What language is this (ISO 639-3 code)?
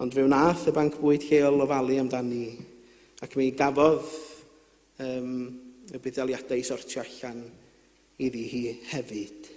cym